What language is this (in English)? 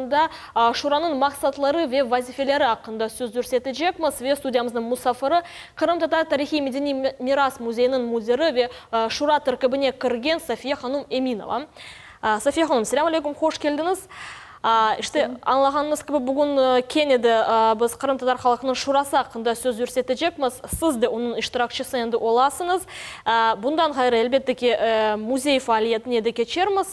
Crimean Tatar